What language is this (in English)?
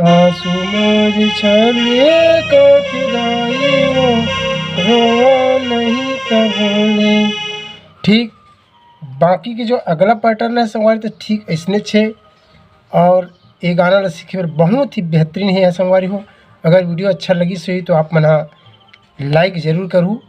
Chhattisgarhi